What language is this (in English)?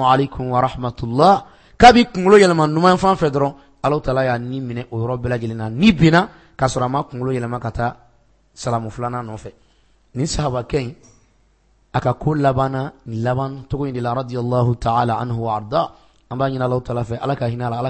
Bambara